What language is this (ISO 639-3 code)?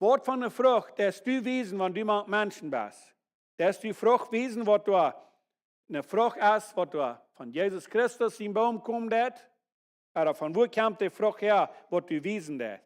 pdt